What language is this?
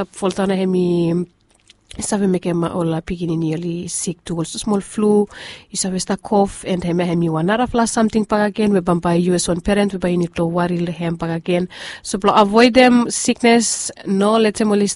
Bislama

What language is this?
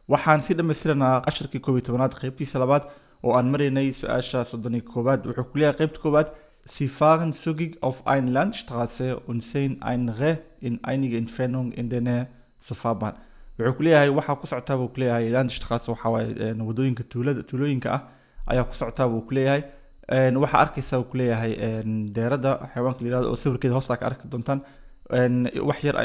Somali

